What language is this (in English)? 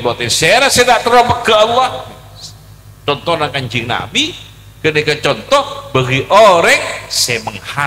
Madurese